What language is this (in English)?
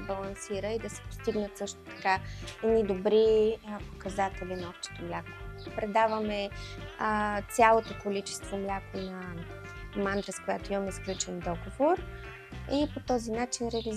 Bulgarian